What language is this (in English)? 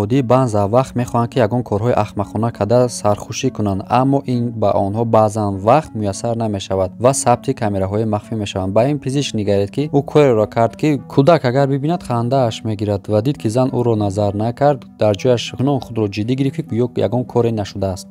Tajik